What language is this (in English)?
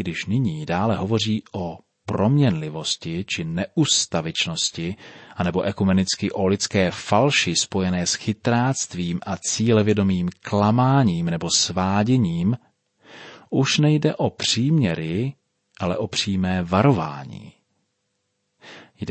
Czech